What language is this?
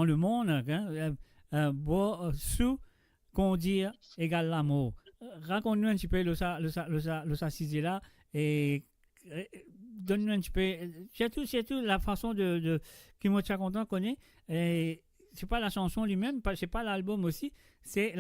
Morisyen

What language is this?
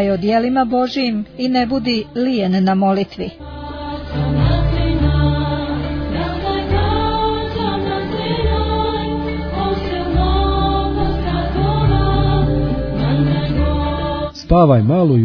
Croatian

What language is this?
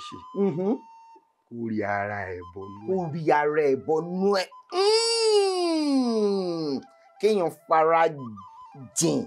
Yoruba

